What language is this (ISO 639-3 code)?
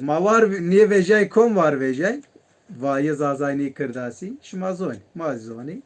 zza